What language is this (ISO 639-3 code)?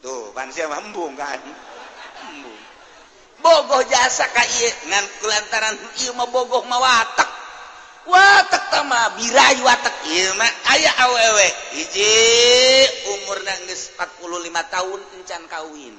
sun